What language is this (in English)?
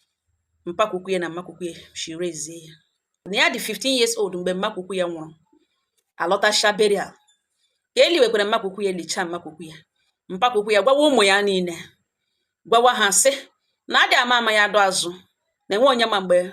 Igbo